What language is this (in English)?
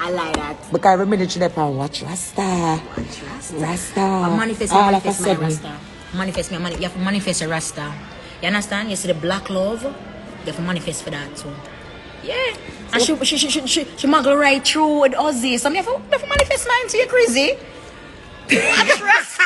Jamaican Creole English